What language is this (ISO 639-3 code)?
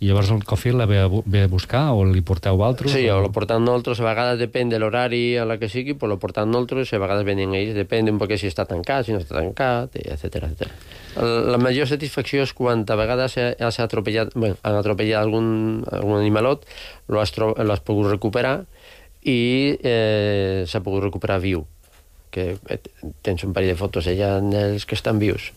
cat